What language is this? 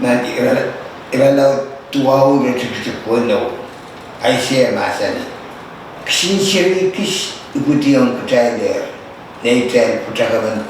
Pohnpeian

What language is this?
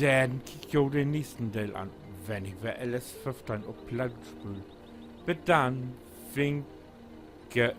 Low German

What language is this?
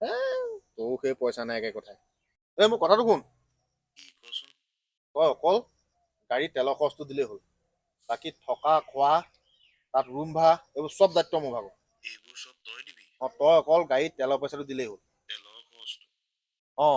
Assamese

